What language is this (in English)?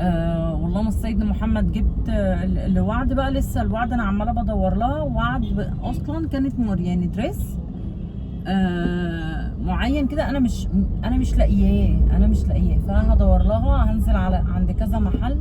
Egyptian Arabic